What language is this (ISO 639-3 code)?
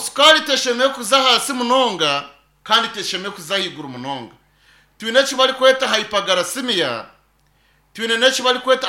nyn